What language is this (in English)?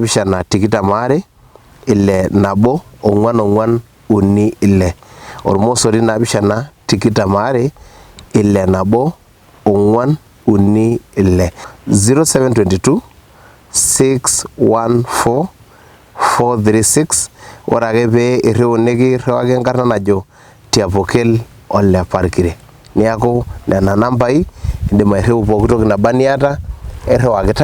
Masai